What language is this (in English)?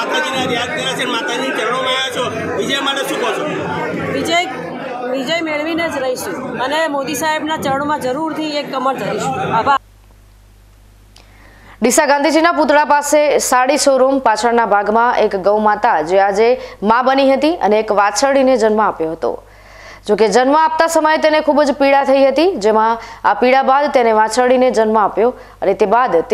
Gujarati